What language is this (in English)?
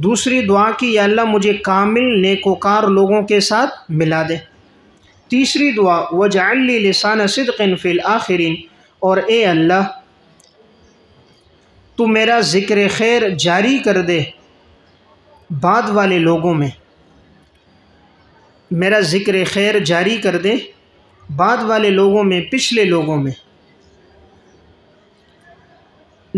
Urdu